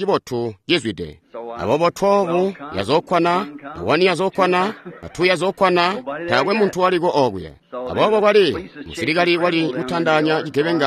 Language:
Tonga (Zambia)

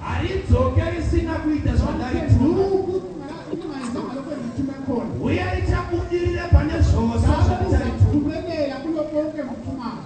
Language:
Shona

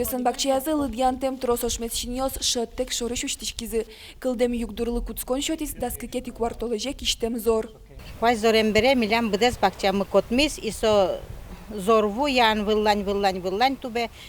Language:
Udmurt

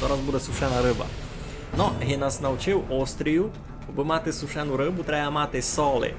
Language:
Rusyn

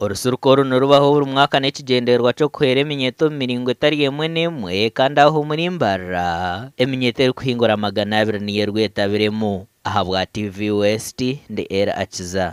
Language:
Nyankole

